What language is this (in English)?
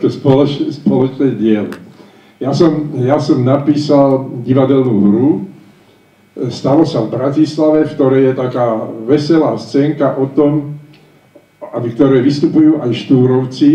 Slovak